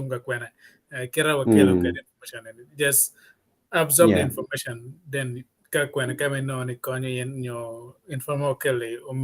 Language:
Acoli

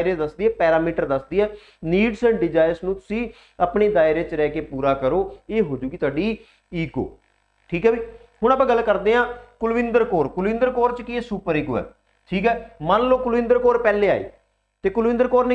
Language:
Punjabi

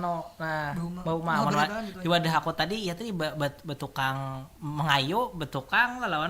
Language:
Banjar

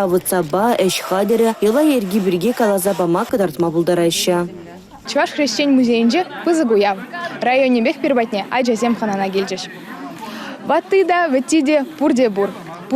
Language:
Chuvash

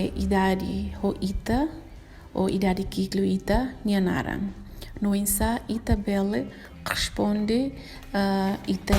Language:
Tetum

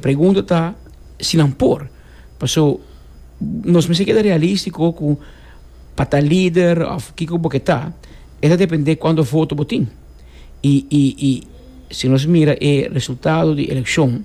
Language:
Papiamento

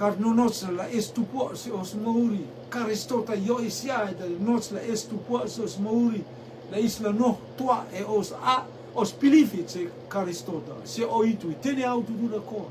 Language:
Rotuman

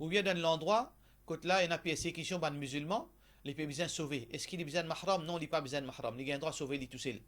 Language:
Morisyen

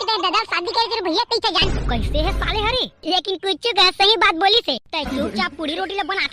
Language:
Chhattisgarhi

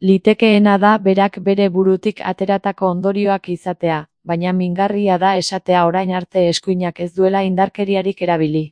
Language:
Basque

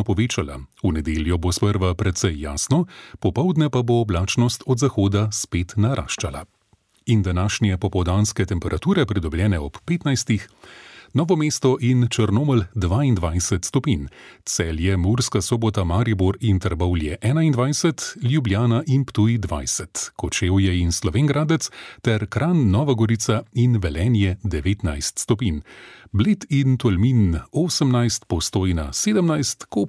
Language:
Slovenian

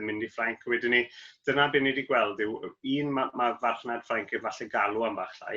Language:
Welsh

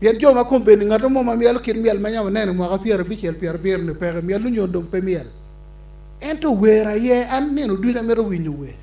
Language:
Acoli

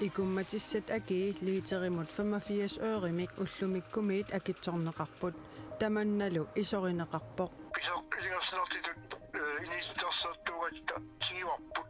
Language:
Kalaallisut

